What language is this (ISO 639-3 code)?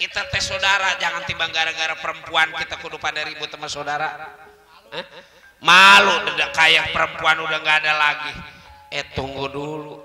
bew